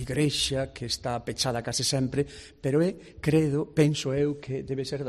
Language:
Galician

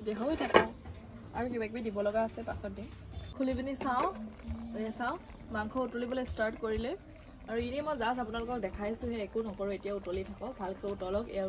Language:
Assamese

